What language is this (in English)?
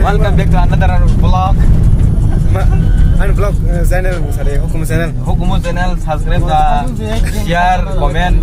Kok Borok